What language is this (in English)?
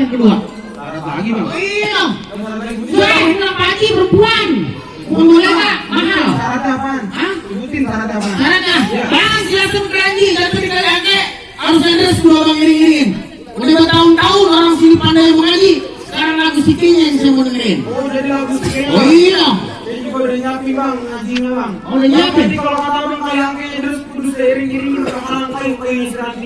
Betawi